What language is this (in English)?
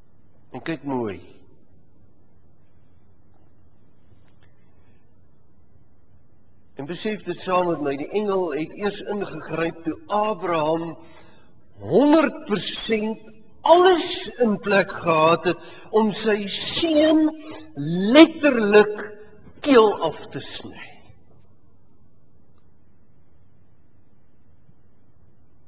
Afrikaans